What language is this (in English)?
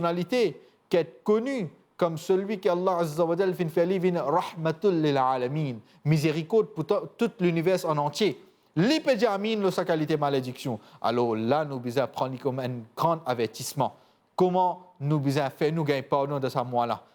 Morisyen